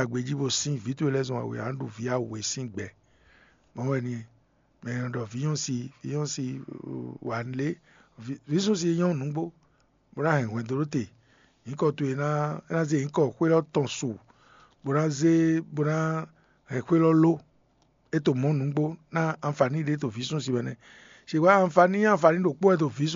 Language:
Fon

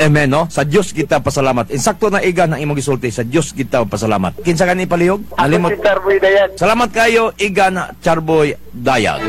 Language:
Cebuano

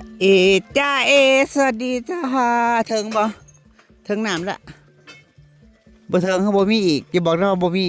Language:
Northeastern Thai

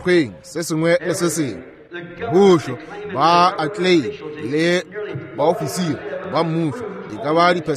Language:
Northern Sotho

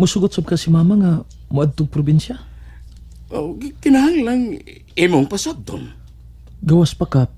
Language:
Cebuano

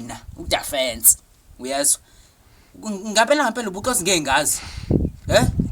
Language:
Zulu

